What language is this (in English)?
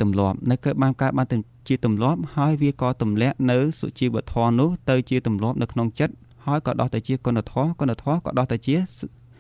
Khmer